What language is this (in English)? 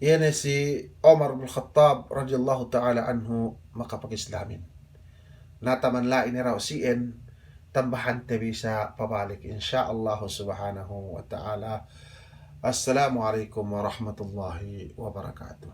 Yakan